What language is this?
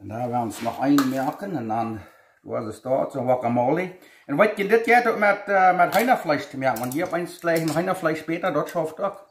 Plautdietsch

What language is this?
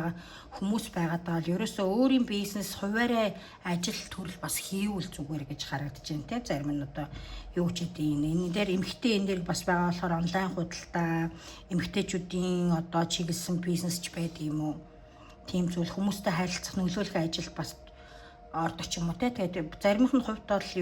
Mongolian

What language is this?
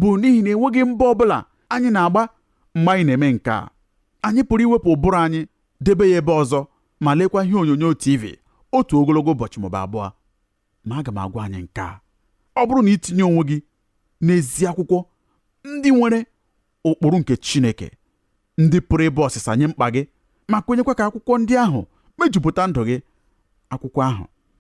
Igbo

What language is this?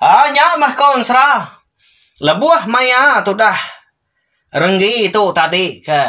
Iban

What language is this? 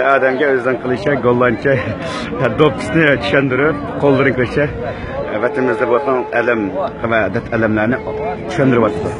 Uyghur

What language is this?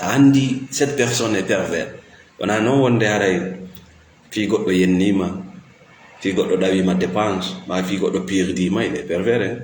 Fula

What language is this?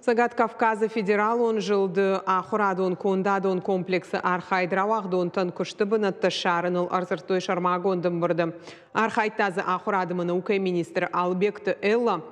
Ossetic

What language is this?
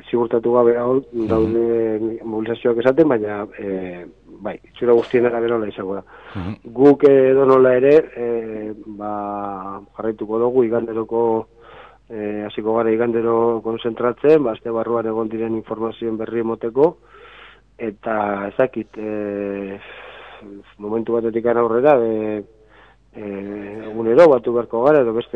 Basque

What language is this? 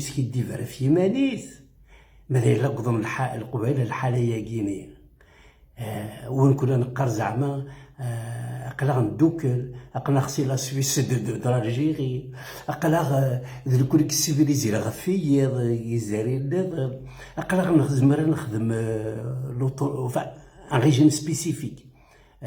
Kabyle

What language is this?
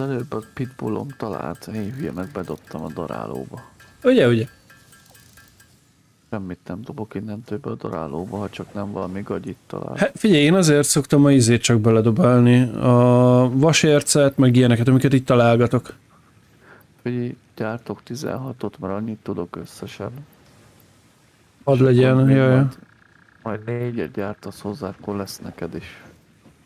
Hungarian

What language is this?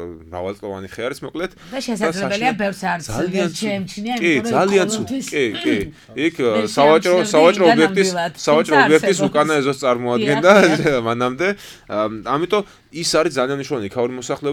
Georgian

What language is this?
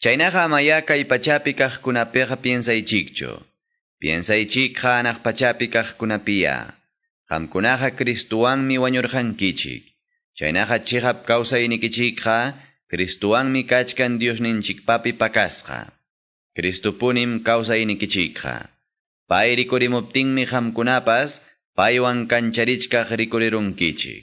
Quechua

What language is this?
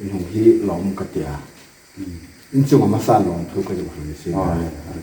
Hmar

